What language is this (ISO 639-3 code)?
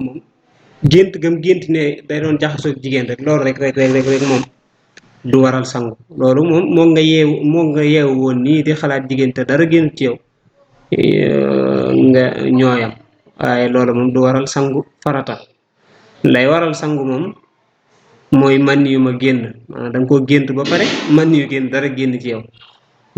wol